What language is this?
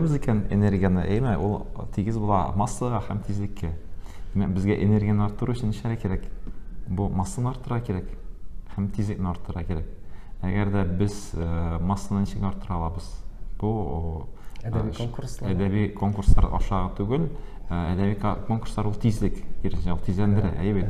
Tatar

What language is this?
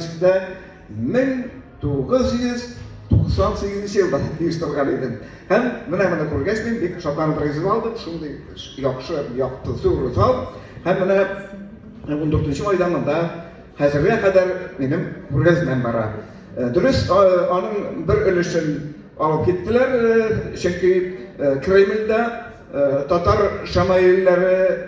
Tatar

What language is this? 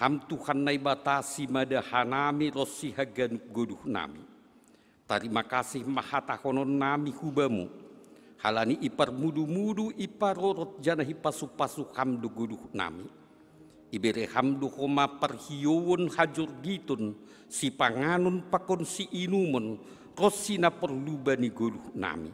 Batak Simalungun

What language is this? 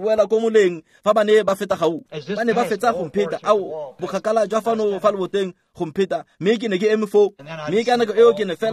Tswana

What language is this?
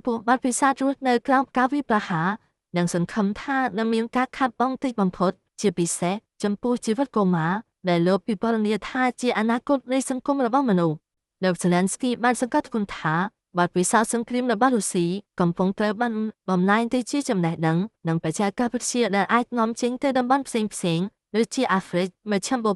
Khmer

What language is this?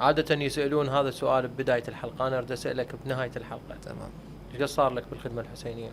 Mesopotamian Arabic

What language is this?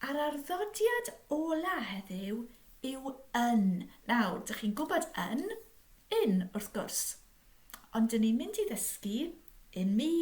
Welsh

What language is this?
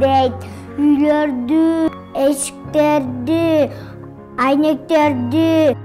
Kyrgyz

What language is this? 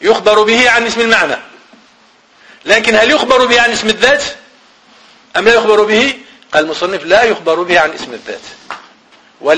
Arabic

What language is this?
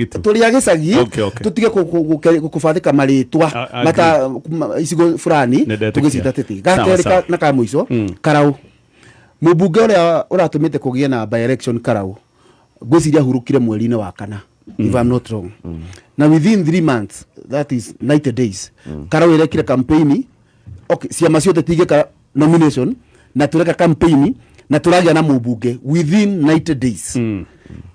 Kikuyu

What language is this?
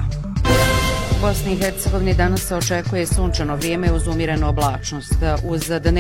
Bosnian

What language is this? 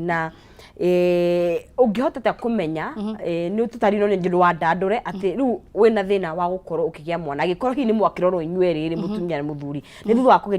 Kikuyu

